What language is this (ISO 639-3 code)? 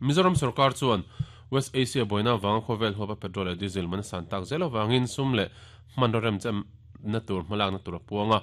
lus